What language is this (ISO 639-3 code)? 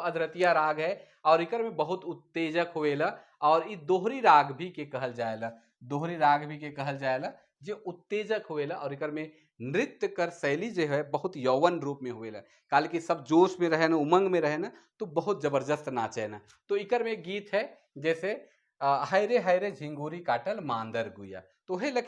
sck